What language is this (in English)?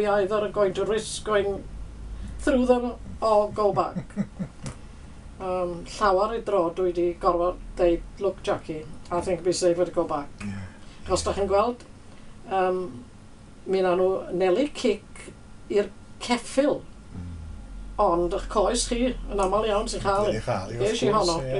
Welsh